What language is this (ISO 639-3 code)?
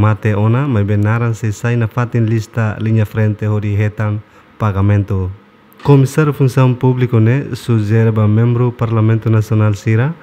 tet